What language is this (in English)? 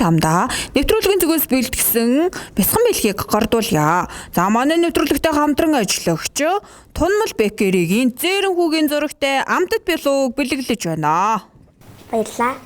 Mongolian